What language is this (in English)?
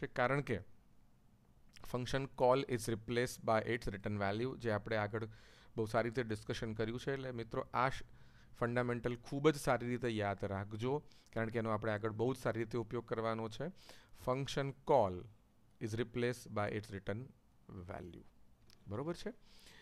Gujarati